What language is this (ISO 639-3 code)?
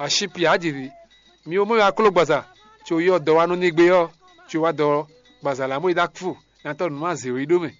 fon